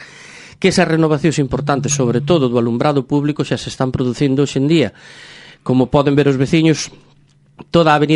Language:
Galician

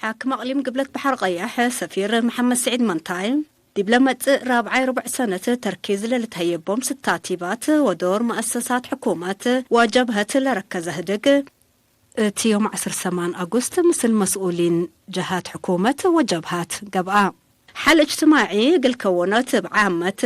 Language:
Tigre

